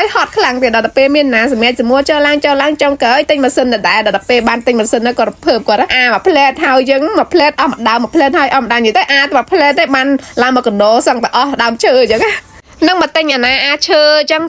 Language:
Khmer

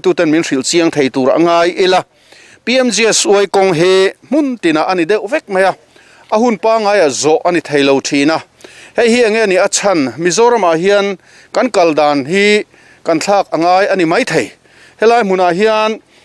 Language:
Mizo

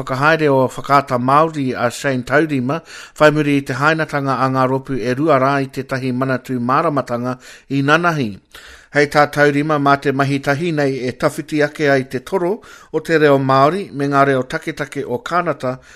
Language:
Māori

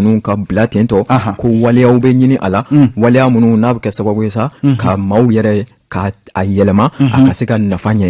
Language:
Bambara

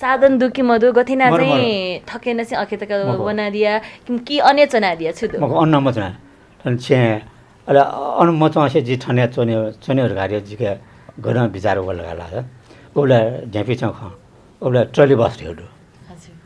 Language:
Newari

